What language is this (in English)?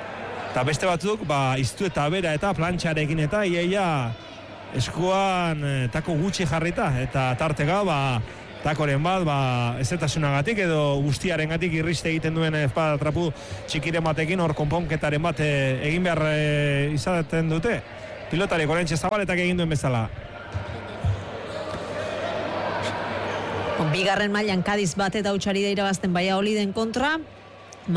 Basque